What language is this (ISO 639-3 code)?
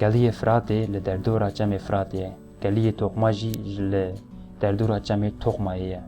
kur